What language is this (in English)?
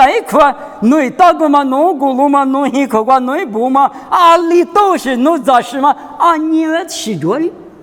Lisu